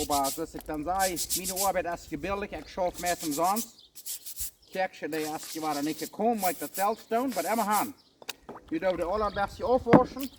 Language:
Plautdietsch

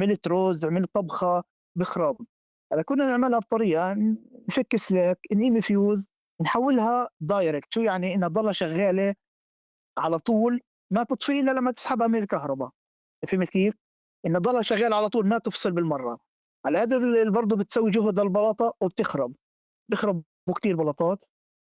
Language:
North Levantine Arabic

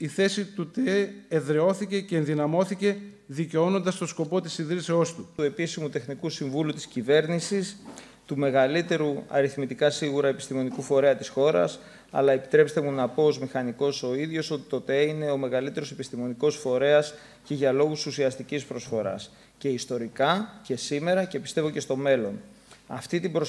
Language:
Greek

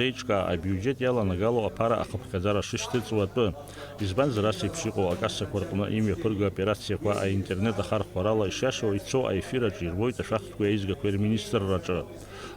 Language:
Abkhazian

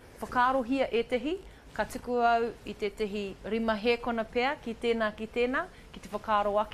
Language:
Māori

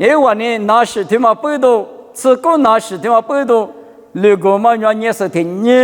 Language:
Lisu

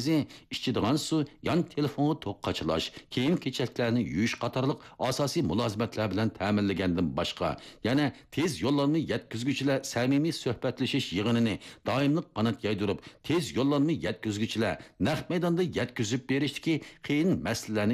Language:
Uyghur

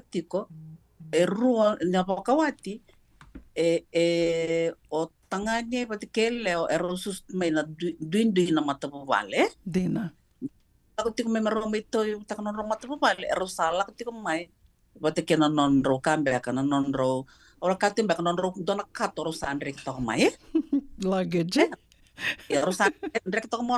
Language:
Fijian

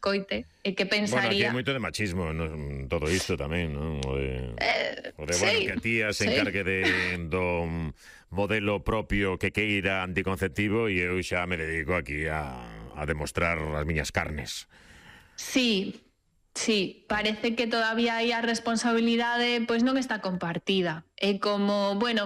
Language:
Galician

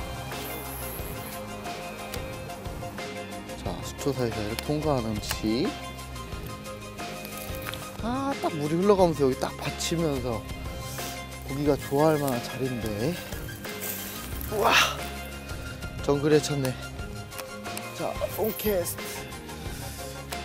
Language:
Korean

